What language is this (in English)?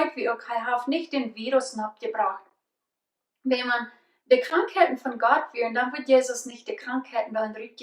Plautdietsch